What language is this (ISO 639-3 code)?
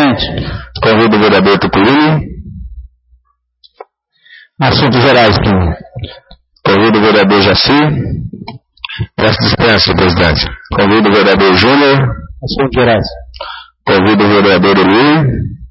por